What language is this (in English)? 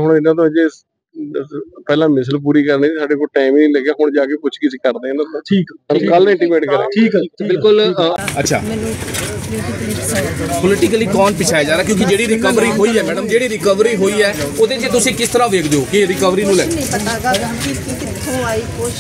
Punjabi